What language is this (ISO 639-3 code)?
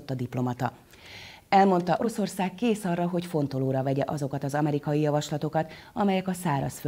hun